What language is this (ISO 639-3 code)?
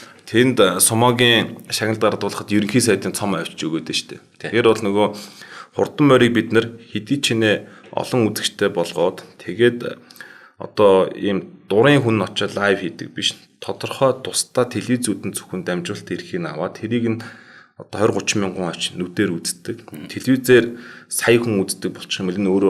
mon